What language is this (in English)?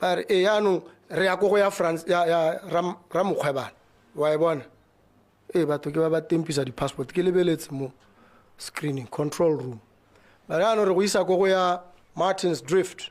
Tswana